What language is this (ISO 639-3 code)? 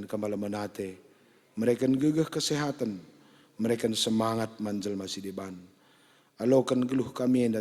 btx